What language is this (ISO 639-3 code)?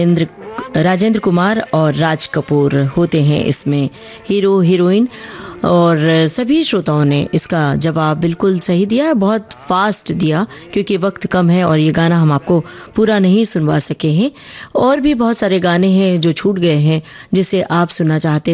hin